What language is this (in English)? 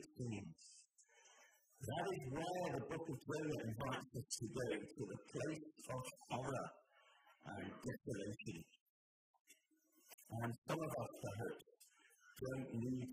English